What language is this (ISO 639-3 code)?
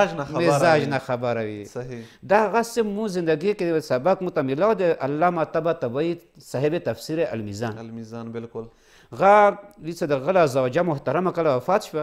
pus